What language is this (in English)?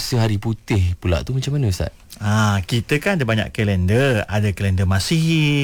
Malay